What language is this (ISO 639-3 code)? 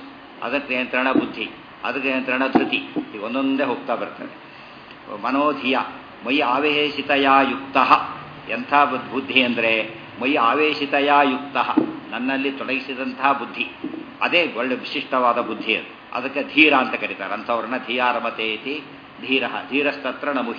kan